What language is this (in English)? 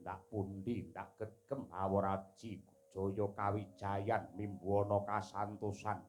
Javanese